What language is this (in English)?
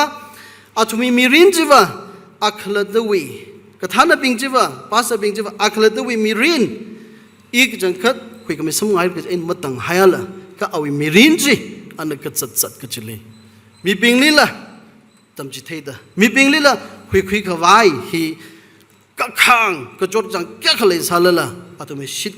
Tangkhul Naga (India)